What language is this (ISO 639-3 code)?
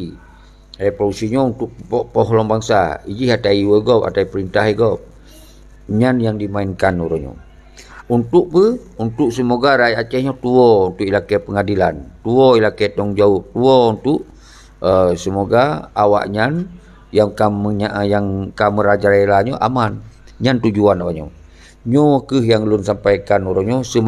ace